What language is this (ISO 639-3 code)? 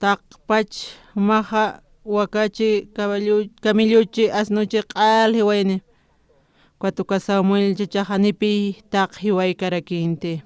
aym